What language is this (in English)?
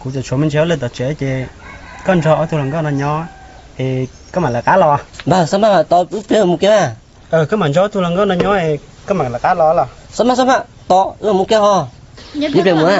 Hmong